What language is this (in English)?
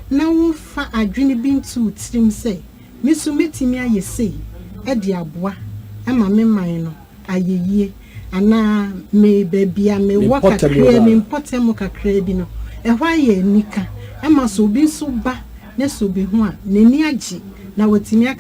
Akan